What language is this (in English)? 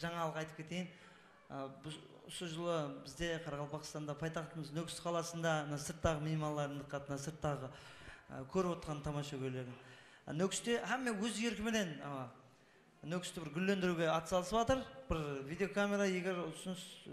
Kara-Kalpak